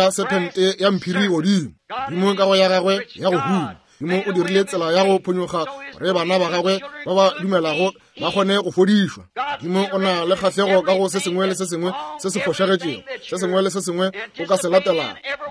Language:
Northern Sotho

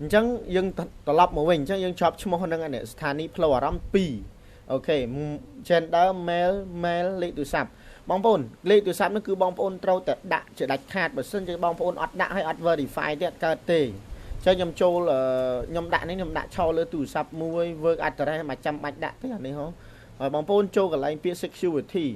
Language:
Khmer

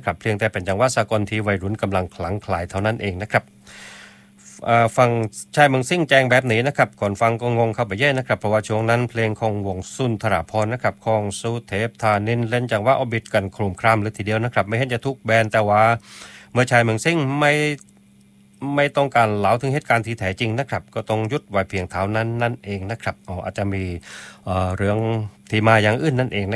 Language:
Thai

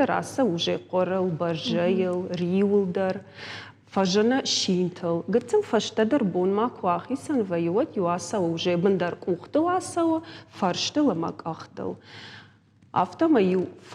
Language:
Ossetic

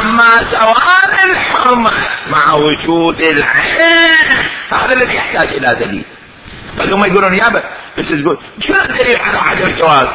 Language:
Mesopotamian Arabic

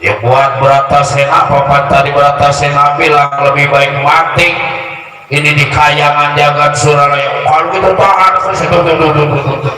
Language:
Betawi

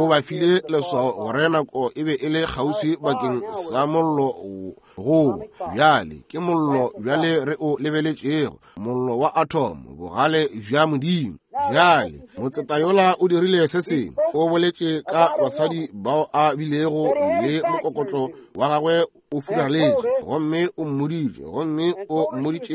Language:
Northern Sotho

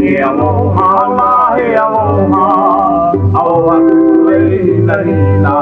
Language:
Hawaiian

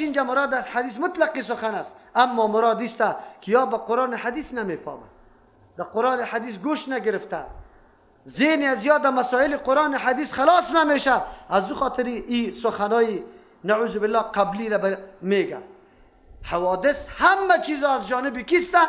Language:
Persian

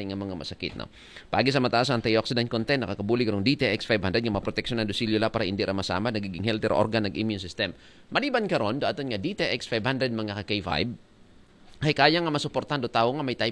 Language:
Aklanon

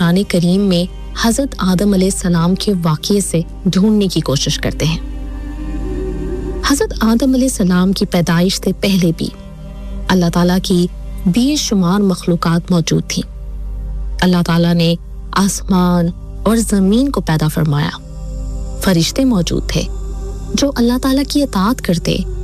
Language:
Urdu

